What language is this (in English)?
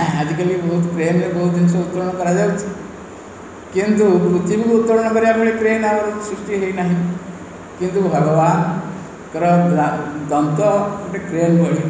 Odia